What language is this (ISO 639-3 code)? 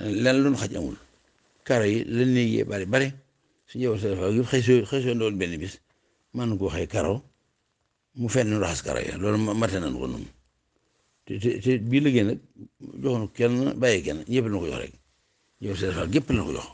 wol